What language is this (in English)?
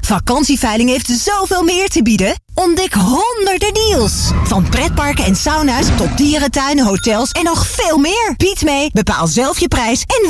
Dutch